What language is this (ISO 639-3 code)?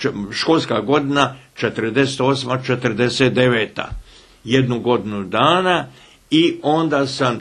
bos